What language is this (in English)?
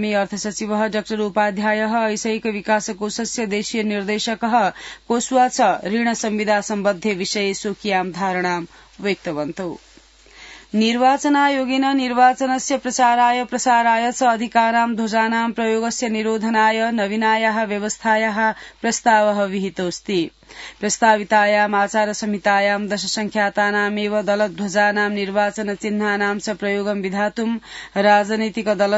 Sanskrit